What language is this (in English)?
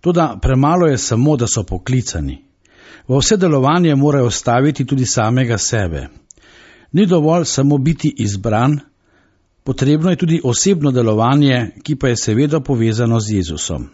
Slovenian